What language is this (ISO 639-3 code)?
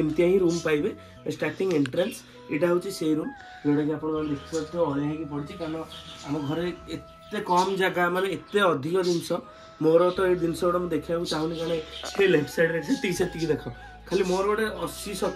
ori